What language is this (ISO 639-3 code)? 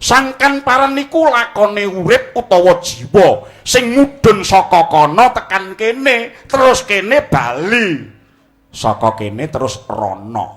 jav